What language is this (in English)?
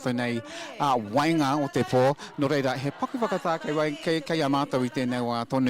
Māori